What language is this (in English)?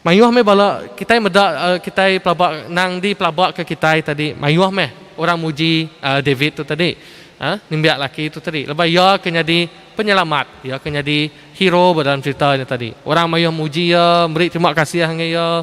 Iban